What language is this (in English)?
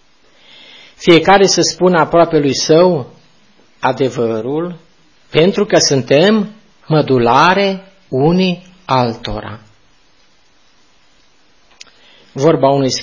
Romanian